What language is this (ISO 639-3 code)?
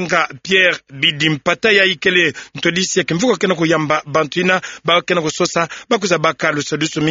ktu